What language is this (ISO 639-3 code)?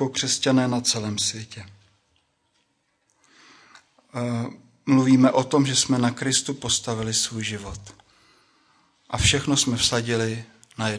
ces